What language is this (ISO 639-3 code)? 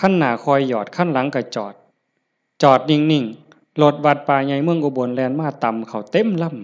lao